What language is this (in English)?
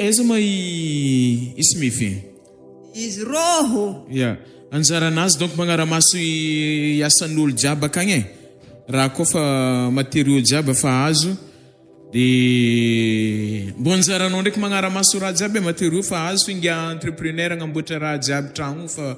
Malagasy